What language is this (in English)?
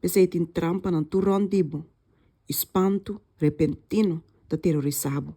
Papiamento